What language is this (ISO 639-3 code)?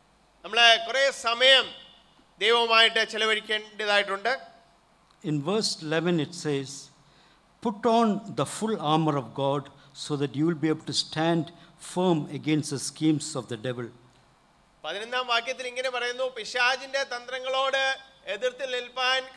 mal